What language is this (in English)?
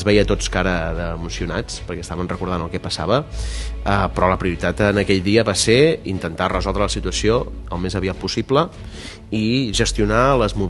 Catalan